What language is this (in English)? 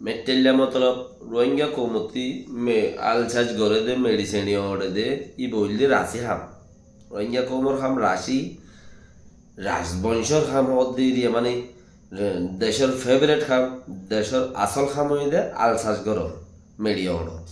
Rohingya